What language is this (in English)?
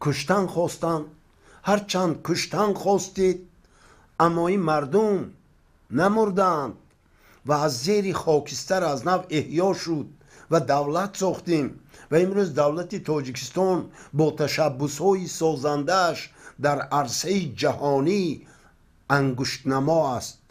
Tajik